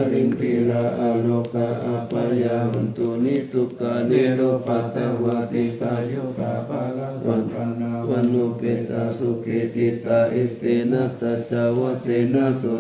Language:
Pali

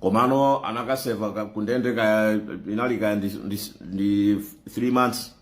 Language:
Nyanja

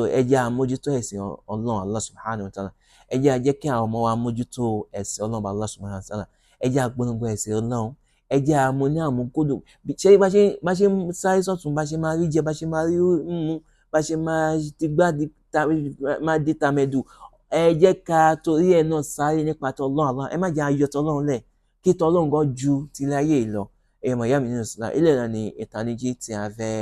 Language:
Yoruba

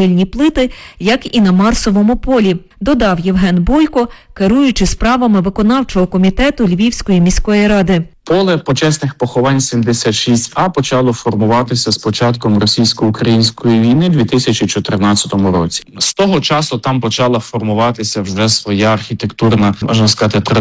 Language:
Ukrainian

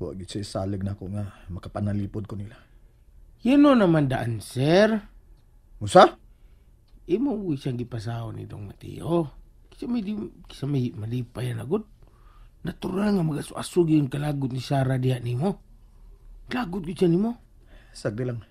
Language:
Cebuano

